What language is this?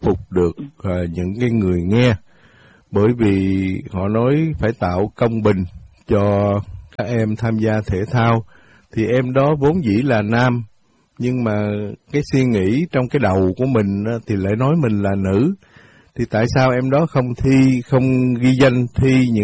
Vietnamese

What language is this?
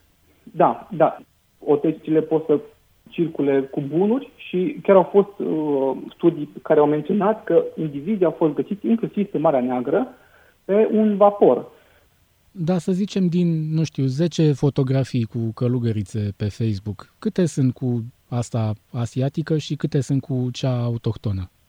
Romanian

